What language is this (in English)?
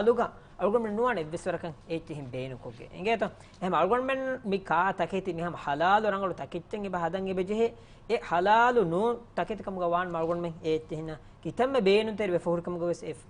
Divehi